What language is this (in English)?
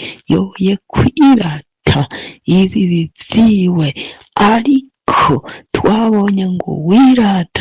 Rundi